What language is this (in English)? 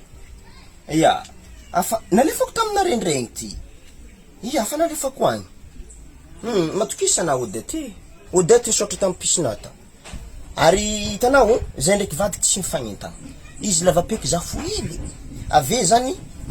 Malagasy